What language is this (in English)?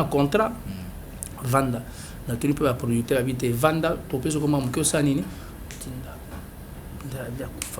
Lingala